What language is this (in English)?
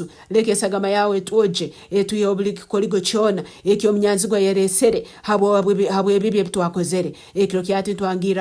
Nyankole